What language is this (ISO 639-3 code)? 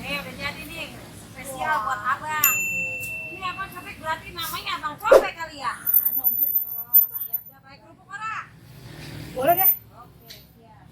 bew